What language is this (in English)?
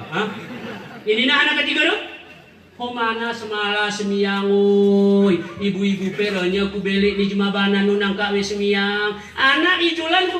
Gayo